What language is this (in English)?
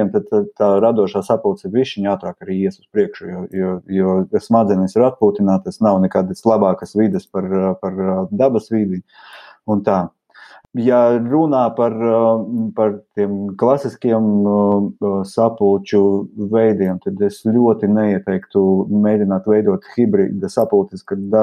Latvian